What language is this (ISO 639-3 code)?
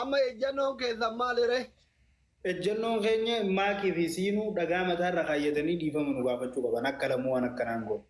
orm